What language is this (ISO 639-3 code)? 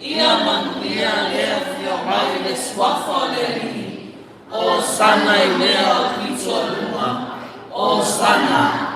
smo